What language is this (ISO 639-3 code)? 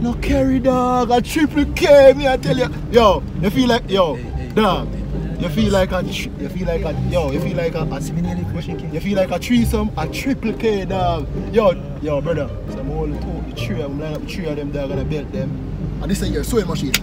jam